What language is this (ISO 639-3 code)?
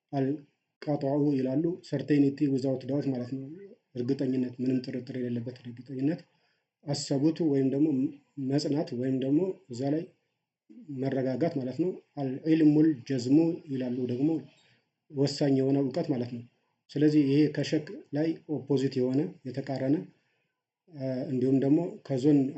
amh